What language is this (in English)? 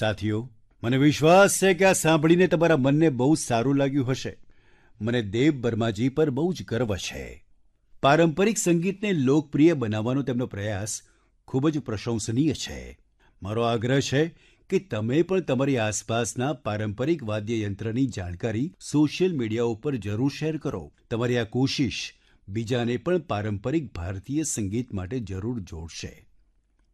Gujarati